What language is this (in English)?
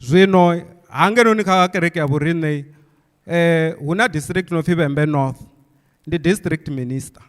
Venda